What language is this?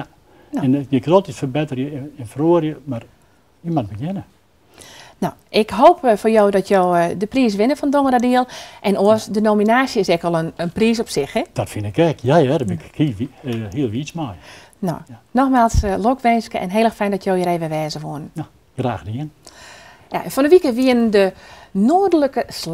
Western Frisian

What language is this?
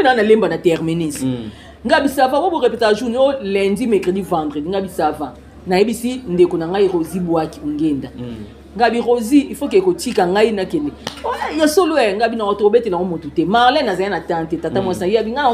Lingala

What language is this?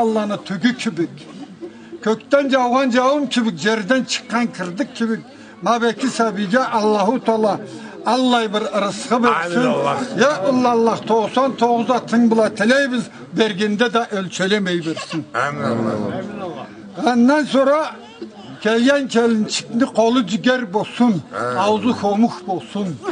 Karachay-Balkar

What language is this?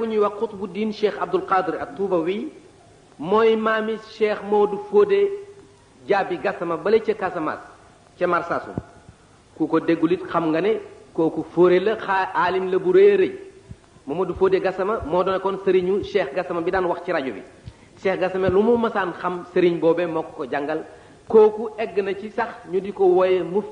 Wolof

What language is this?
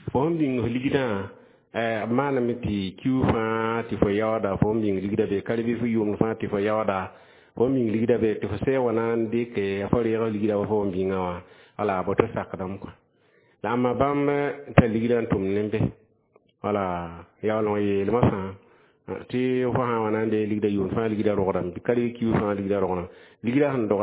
Mossi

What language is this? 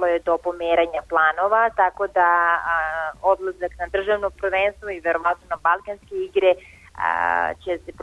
Serbian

